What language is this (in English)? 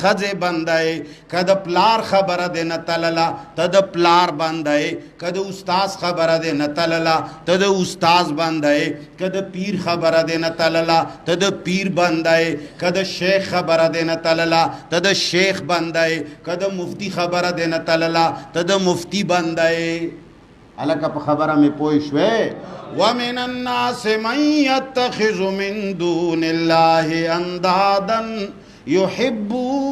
Pashto